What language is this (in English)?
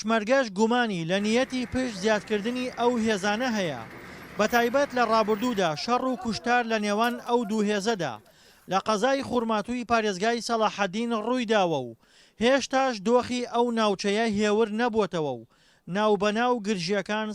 Central Kurdish